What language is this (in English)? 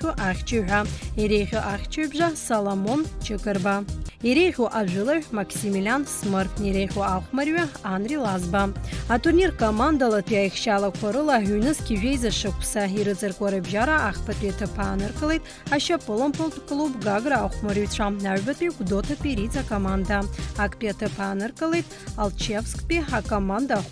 Abkhazian